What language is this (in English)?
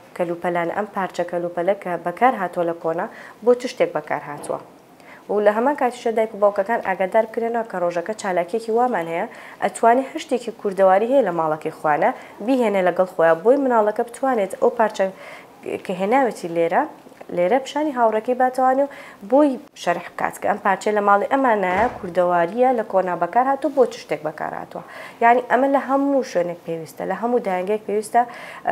Central Kurdish